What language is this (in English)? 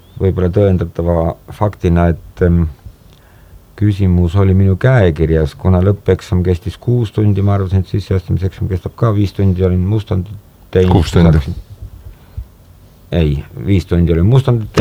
Estonian